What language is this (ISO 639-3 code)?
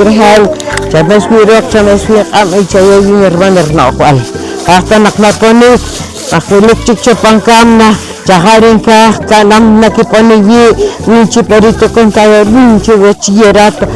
poh